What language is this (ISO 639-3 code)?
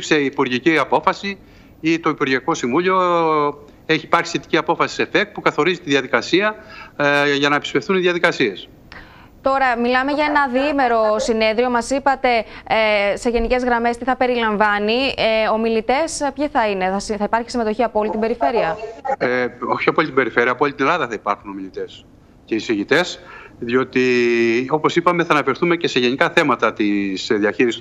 ell